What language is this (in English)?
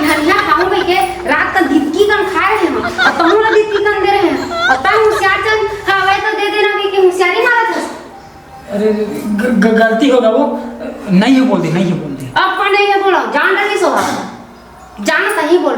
Chhattisgarhi